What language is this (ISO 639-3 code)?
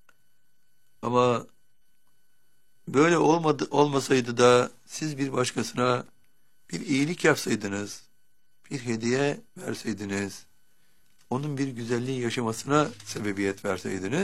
tur